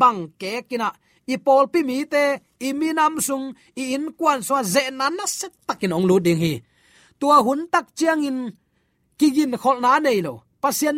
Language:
Tedim Chin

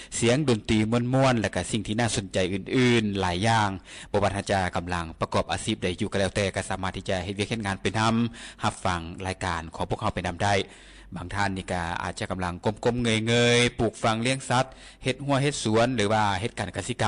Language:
Lao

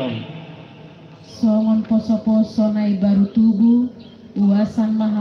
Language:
Batak Toba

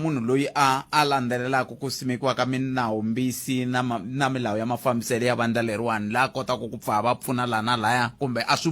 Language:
Tsonga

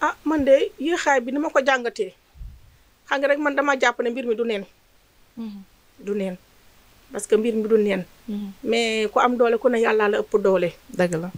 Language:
Wolof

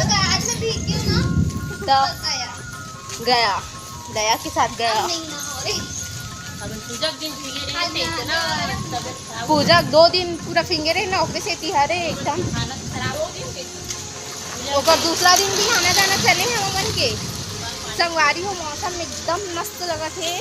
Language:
Chhattisgarhi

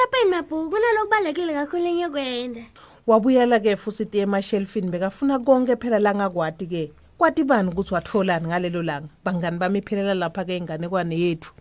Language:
Swati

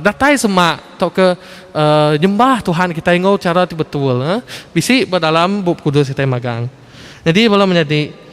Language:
Iban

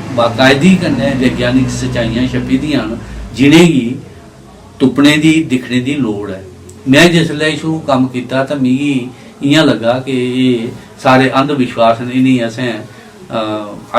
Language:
Dogri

